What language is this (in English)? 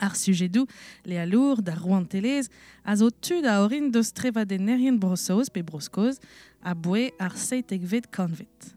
Breton